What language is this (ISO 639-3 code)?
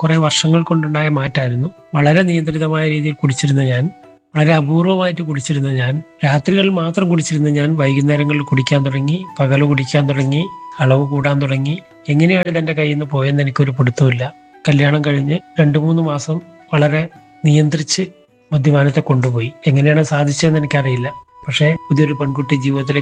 mal